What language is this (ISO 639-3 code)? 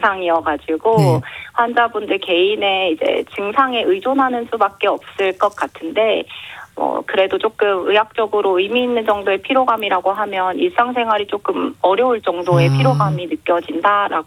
kor